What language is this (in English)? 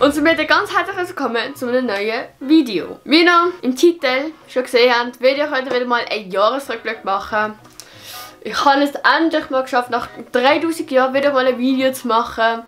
Swiss German